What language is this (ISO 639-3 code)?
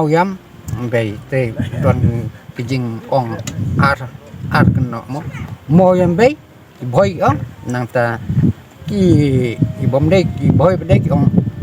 kha